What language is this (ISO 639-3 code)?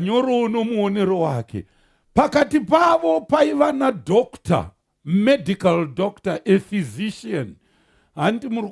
sna